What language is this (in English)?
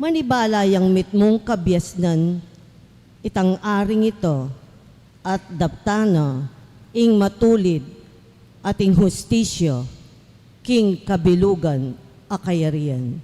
Pampanga